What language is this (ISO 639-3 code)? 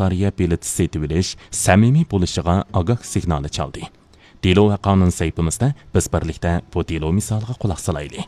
uig